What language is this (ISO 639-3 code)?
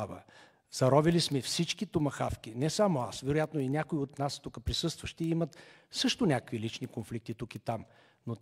bul